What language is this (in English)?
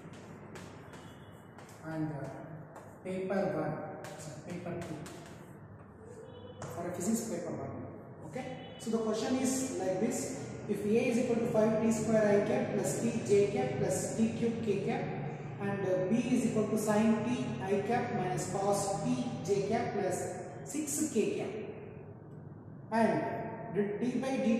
English